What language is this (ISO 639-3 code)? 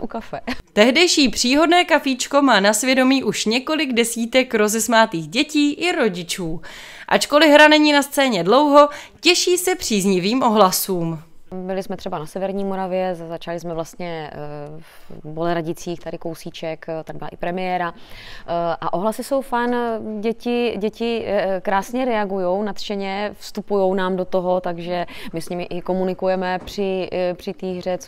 ces